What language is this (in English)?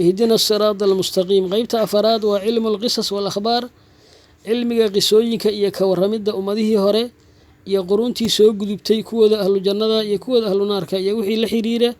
Somali